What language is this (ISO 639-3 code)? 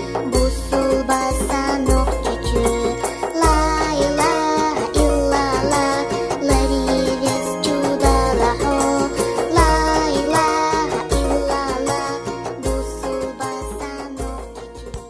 che